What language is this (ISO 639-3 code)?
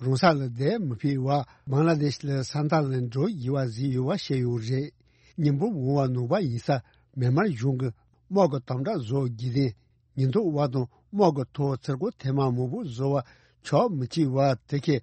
bod